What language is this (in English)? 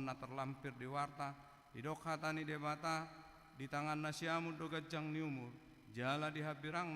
Batak Toba